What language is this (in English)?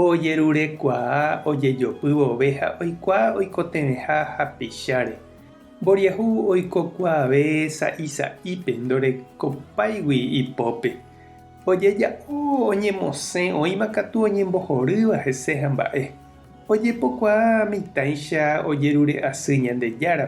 Guarani